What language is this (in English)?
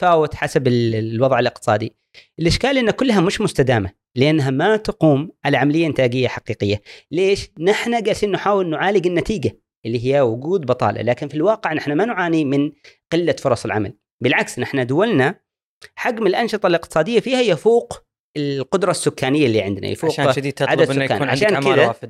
Gulf Arabic